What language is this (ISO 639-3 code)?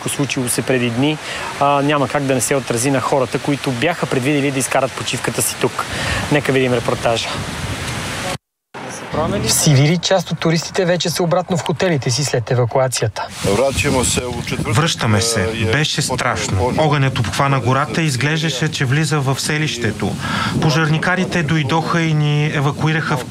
bul